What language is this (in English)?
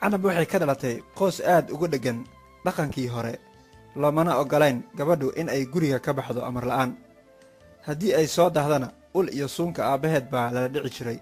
Somali